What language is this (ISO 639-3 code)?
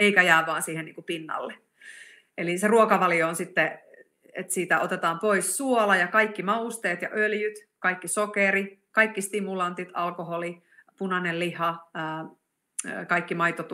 fin